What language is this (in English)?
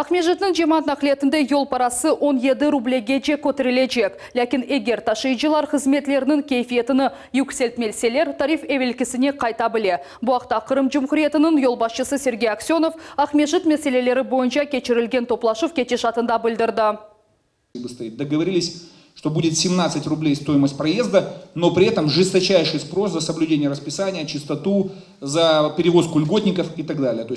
Crimean Tatar